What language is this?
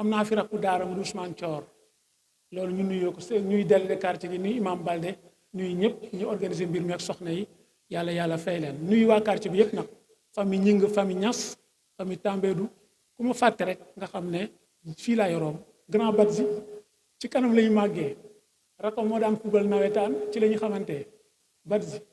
Wolof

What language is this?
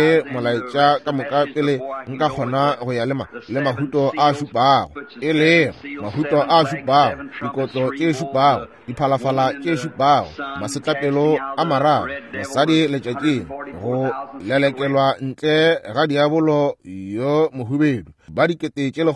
Northern Sotho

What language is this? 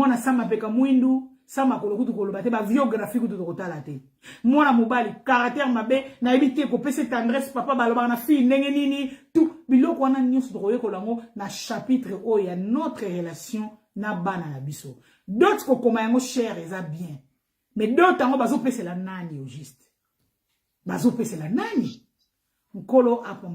Lingala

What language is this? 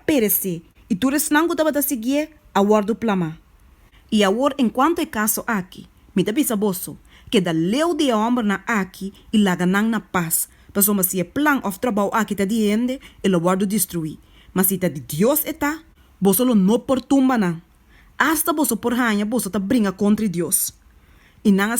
Papiamento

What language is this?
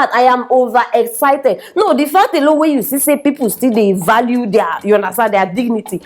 Nigerian Pidgin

